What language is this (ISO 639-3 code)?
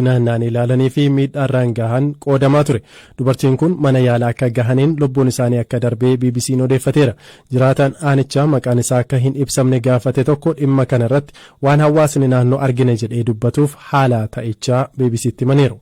orm